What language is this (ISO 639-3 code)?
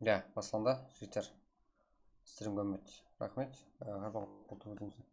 kaa